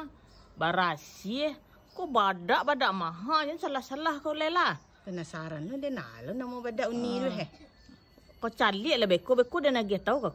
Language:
Minangkabau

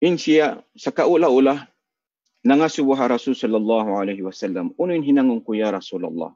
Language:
Tausug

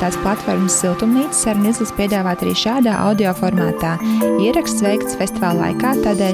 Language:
Latvian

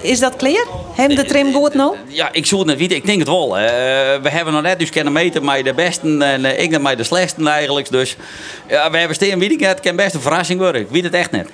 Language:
Western Frisian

